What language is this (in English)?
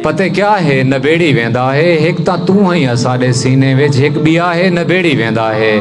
Saraiki